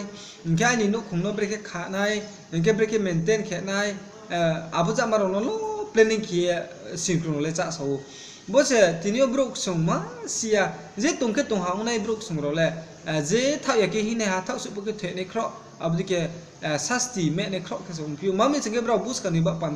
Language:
Riang (India)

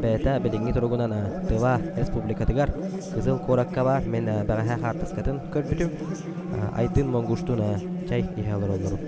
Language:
Yakut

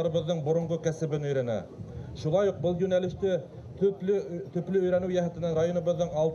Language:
Bashkir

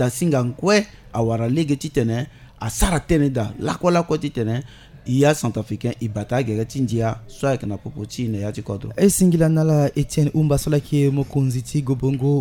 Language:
Sango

